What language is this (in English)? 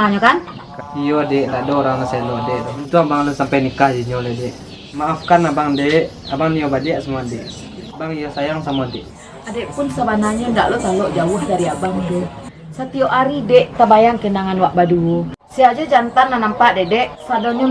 Minangkabau